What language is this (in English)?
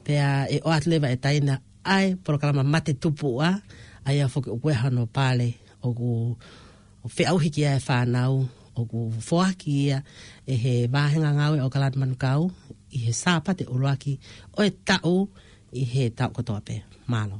Tongan